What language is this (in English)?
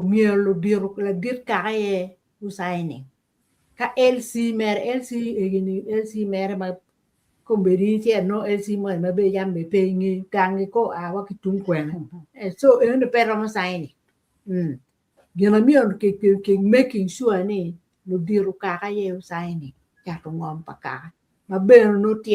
Acoli